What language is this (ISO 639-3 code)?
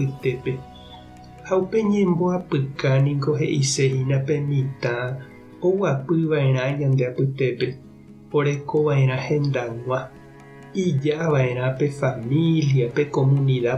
grn